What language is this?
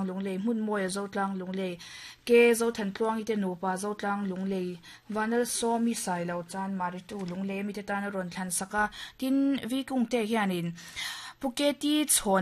Mizo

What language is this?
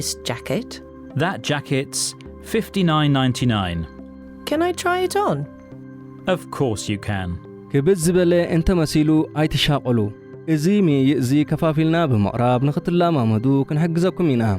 Tigrinya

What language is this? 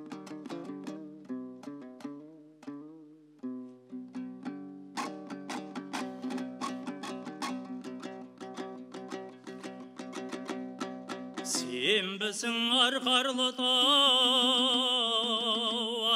Kazakh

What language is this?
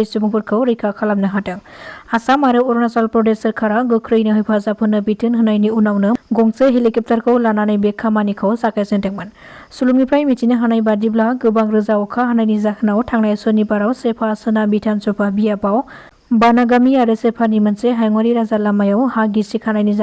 Bodo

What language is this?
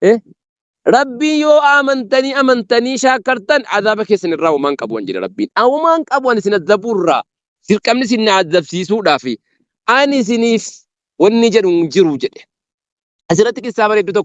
Oromo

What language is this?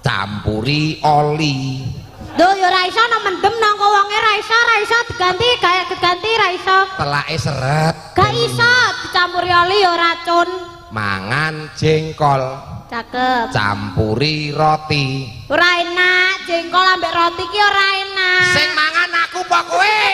Javanese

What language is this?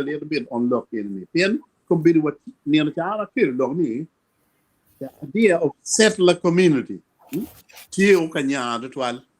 Acoli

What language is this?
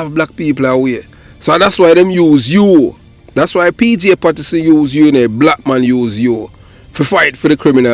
Jamaican Creole English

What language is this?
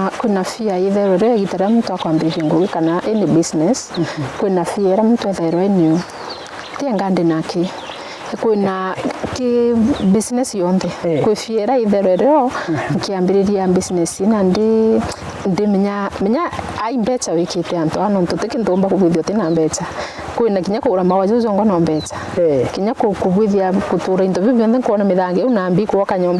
Meru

